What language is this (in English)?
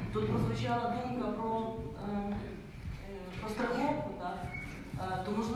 Ukrainian